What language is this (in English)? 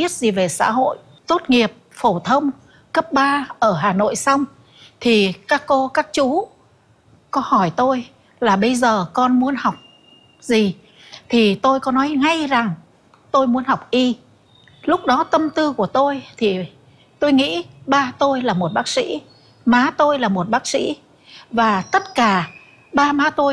Vietnamese